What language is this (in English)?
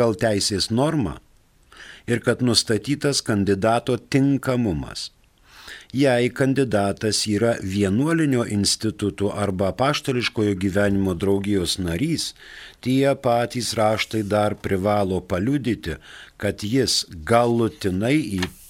Lithuanian